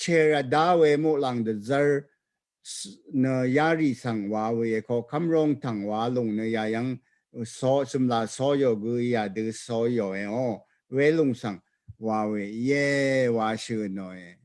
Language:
Rawang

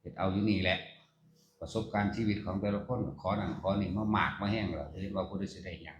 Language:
Lao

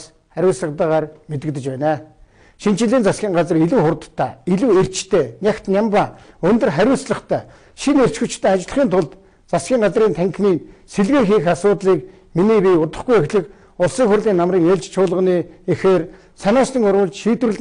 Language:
Mongolian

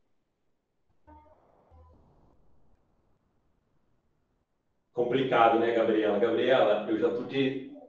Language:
Portuguese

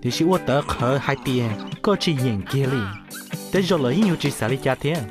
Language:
Hmong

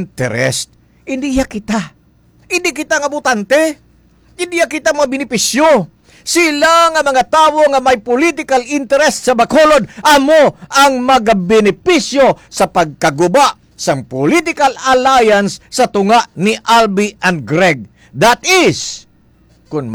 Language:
Hiligaynon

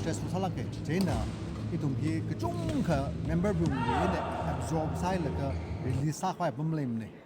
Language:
Tangkhul Naga (India)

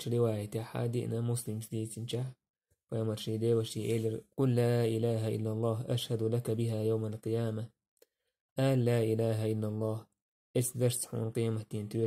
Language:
Chechen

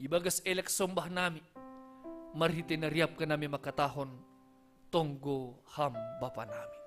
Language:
Batak Simalungun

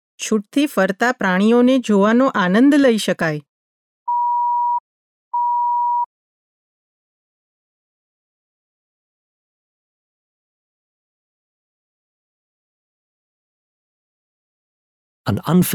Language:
Gujarati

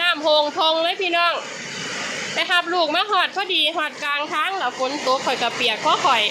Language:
Lao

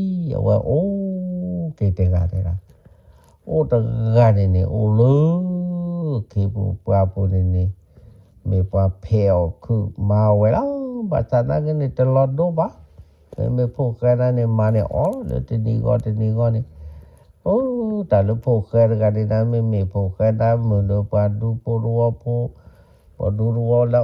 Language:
S'gaw Karen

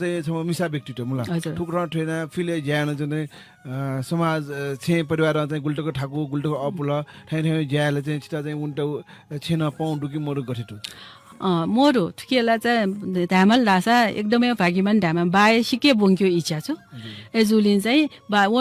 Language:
Newari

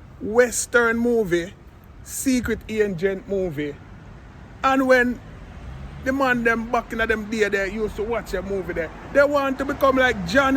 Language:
Jamaican Creole English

